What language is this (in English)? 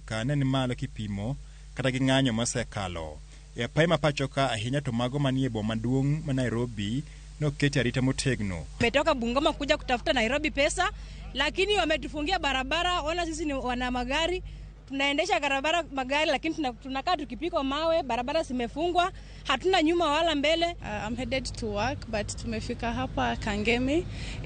Luo (Kenya and Tanzania)